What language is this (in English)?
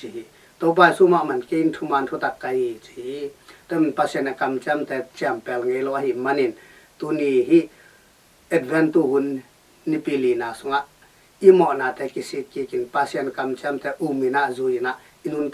Tedim Chin